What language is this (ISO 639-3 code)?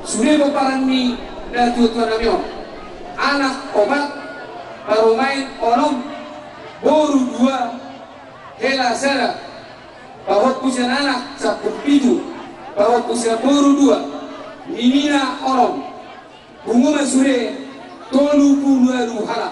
bbc